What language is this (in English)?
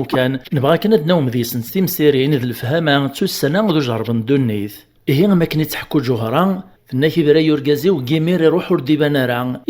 Kabyle